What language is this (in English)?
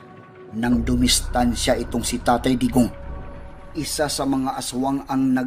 Filipino